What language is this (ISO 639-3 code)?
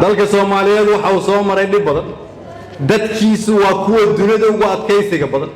som